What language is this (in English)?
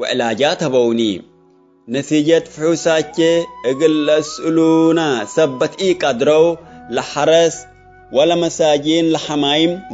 Tigre